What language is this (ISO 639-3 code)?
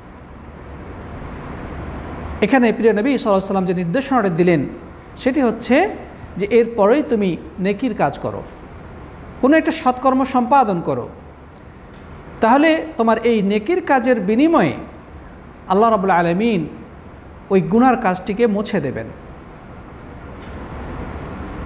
ben